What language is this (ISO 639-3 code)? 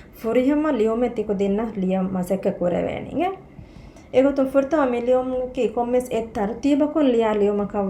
div